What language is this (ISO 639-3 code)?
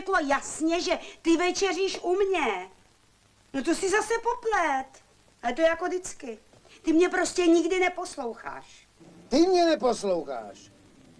ces